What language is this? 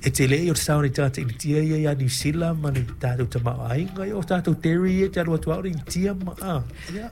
Samoan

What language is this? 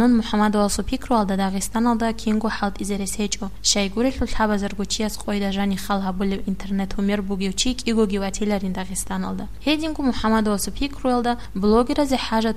Avaric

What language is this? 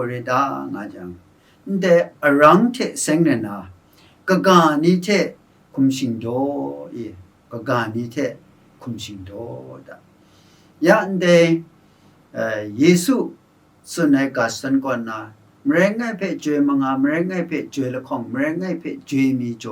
Kachin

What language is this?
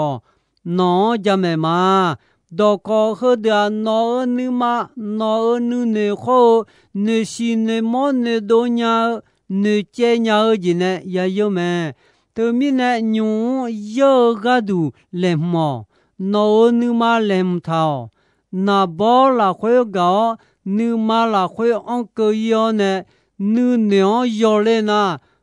Akha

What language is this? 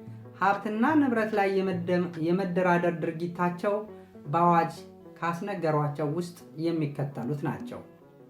Amharic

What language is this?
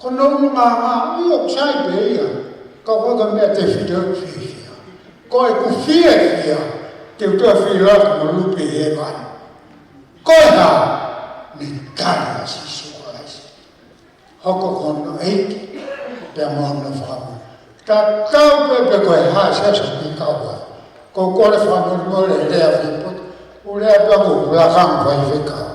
Tongan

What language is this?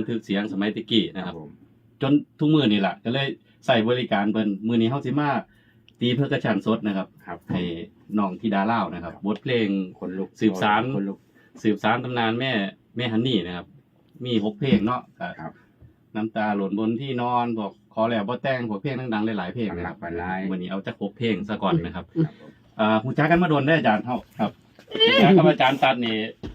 Northeastern Thai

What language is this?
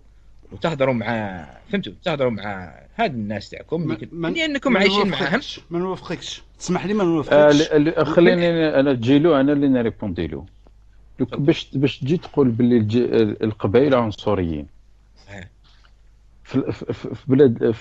Algerian Arabic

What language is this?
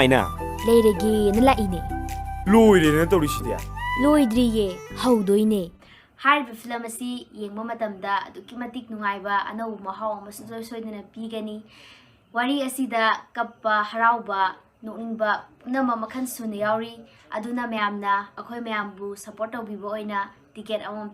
Manipuri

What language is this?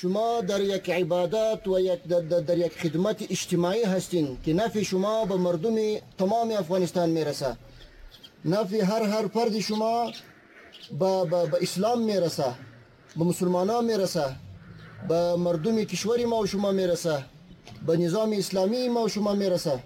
Persian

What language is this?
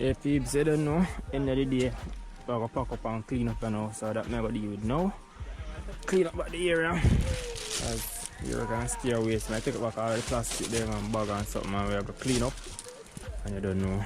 Jamaican Creole English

